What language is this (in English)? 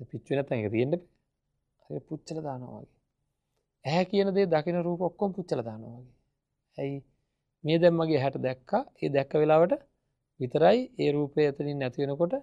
Sinhala